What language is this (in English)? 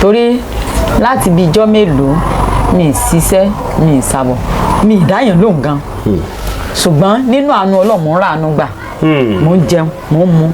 Yoruba